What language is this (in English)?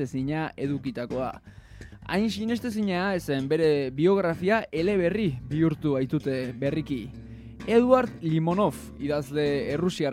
Basque